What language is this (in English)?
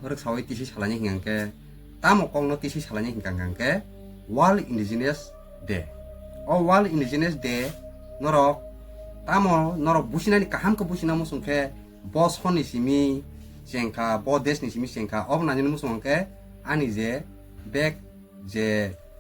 Kok Borok